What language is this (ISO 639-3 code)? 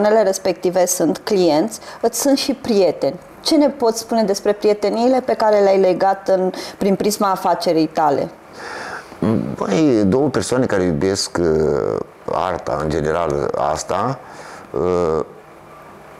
ron